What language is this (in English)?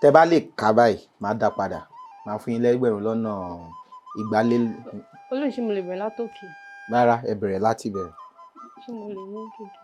Yoruba